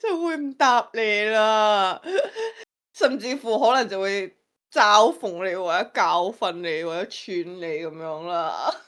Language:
Cantonese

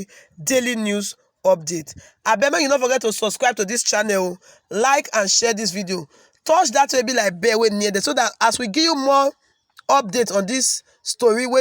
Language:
Nigerian Pidgin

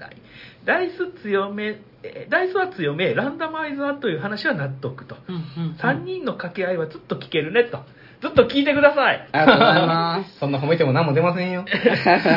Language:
Japanese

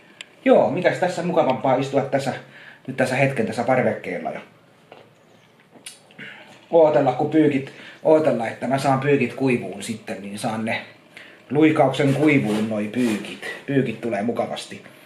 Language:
Finnish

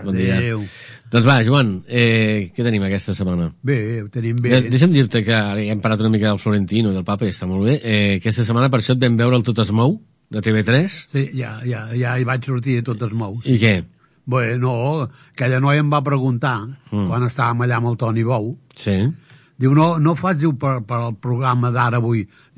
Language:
Catalan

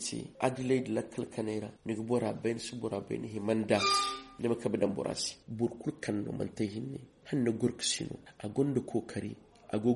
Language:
Zarma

